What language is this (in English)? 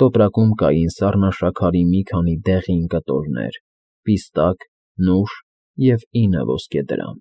Armenian